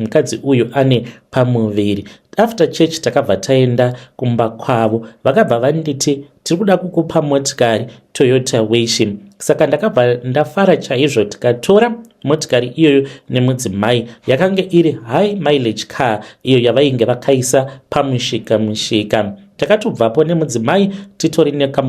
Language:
Shona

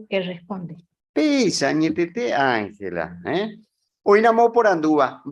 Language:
Guarani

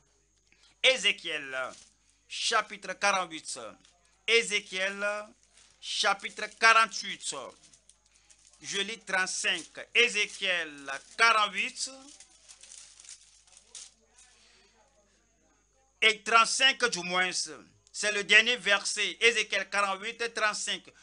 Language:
French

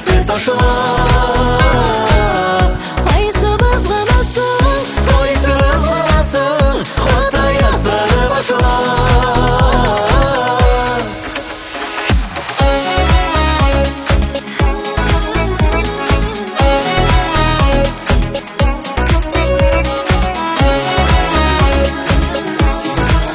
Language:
Kazakh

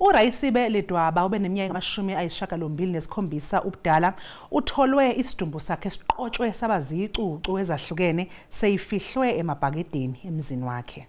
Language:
Zulu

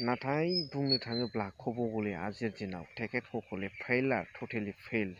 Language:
Bodo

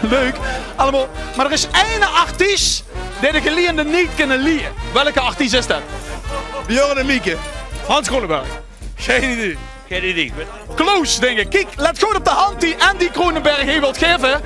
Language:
Limburgish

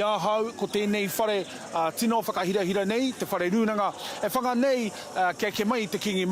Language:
Māori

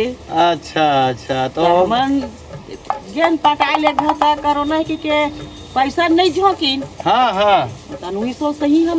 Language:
Chhattisgarhi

